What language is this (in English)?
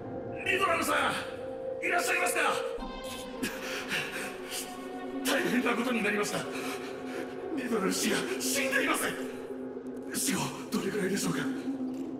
Japanese